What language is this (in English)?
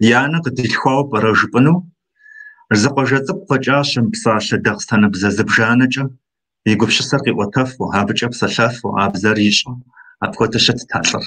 Kabardian